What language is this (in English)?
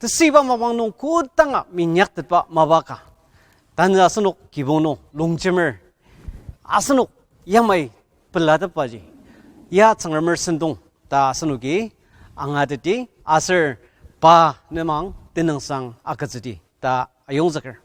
Ao Naga